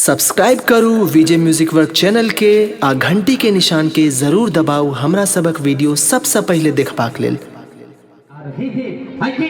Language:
Maithili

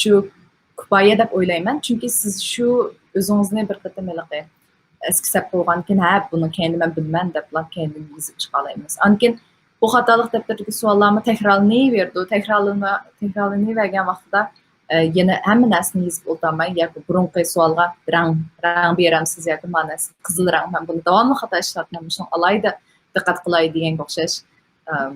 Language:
Uyghur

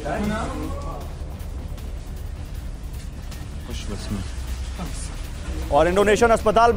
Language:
Hindi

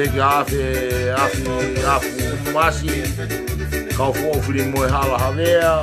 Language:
Tongan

